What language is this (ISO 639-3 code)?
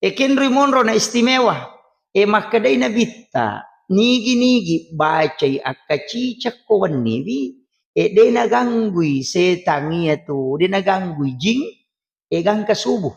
bug